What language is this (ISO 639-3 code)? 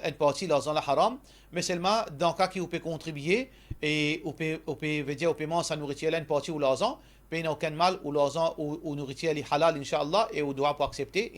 mfe